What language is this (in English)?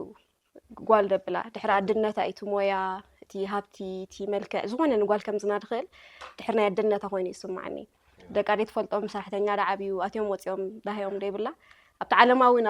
Tigrinya